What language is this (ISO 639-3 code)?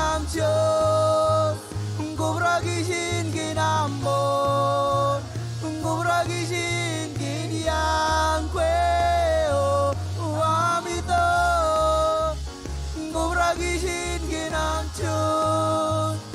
mah